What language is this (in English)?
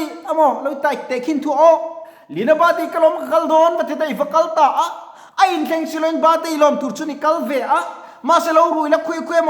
Mizo